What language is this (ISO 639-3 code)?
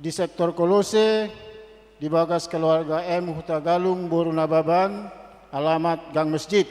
bbc